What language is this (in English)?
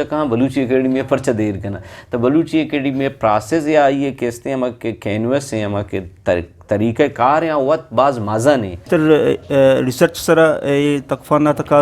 Eastern Balochi